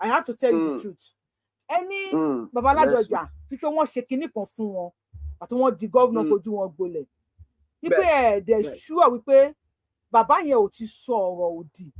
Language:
Yoruba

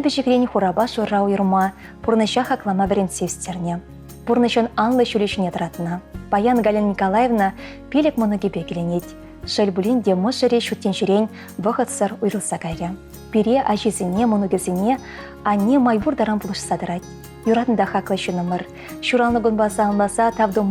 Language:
Chuvash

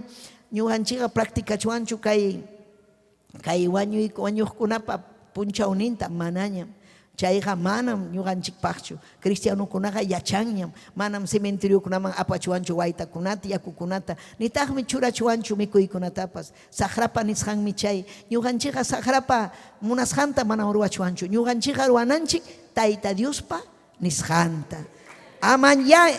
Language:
Ayacucho Quechua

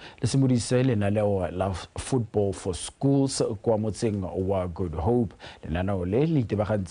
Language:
Tswana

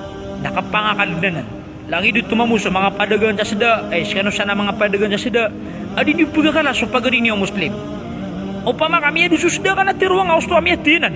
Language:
Maranao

